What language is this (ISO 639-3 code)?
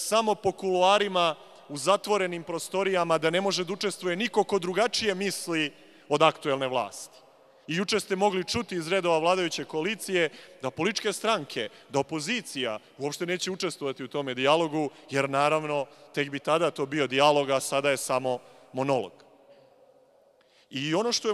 srp